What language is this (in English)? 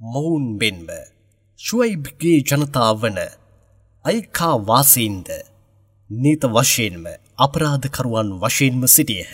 Sinhala